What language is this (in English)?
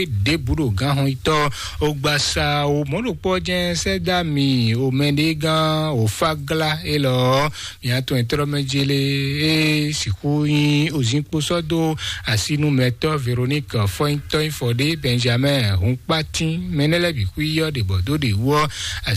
Fon